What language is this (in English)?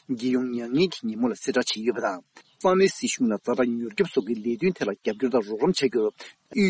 Tibetan